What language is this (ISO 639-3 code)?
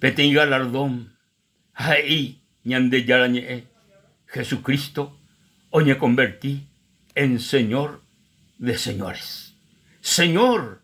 grn